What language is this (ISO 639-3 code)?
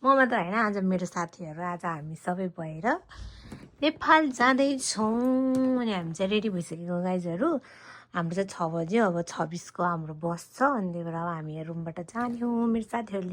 nep